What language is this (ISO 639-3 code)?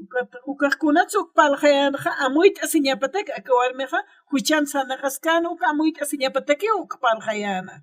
aym